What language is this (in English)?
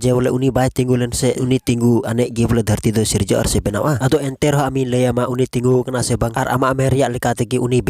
Santali